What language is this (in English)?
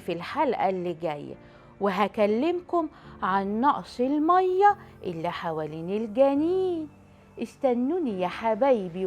Egyptian Arabic